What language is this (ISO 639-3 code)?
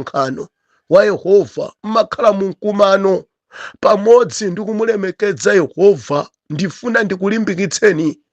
nya